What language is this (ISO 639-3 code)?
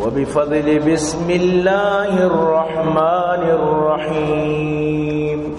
bal